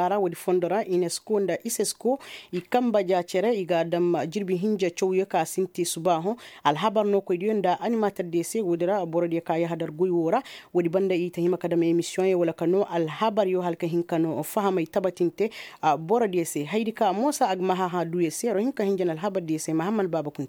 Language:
Koyraboro Senni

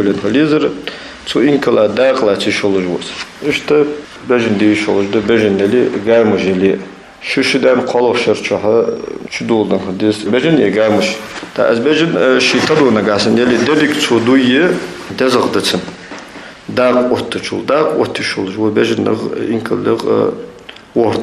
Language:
Ingush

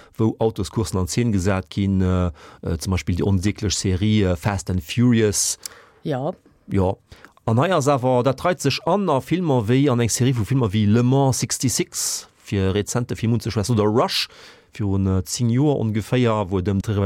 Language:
Luxembourgish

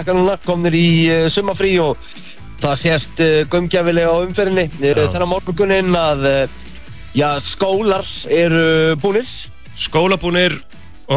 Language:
Icelandic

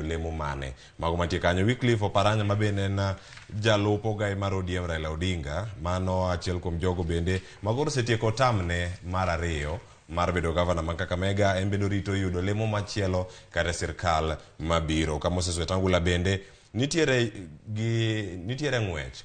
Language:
Luo (Kenya and Tanzania)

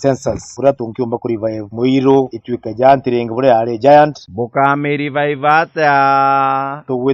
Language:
Meru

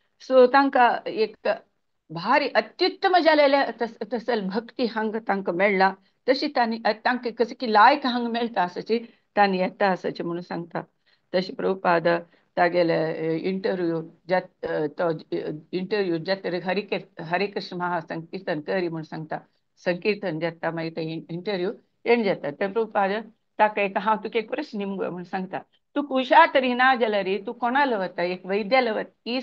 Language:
Konkani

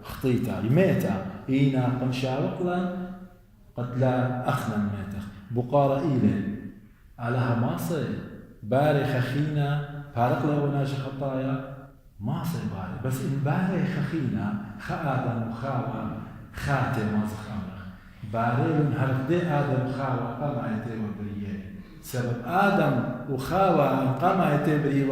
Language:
Assyrian Neo-Aramaic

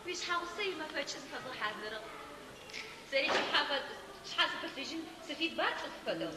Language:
Adyghe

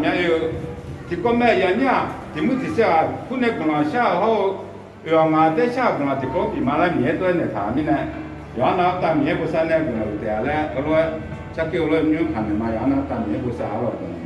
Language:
Akha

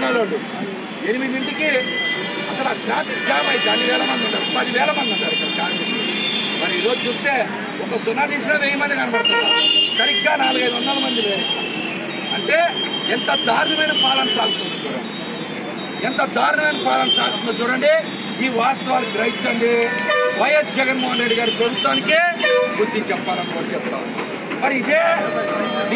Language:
Telugu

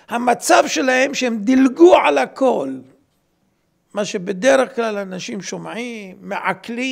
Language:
Hebrew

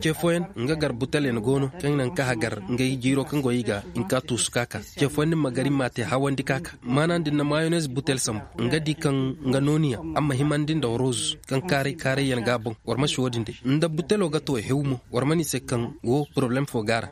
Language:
Koyraboro Senni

